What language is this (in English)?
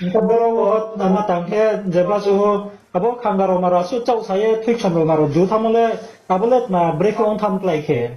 Riang (India)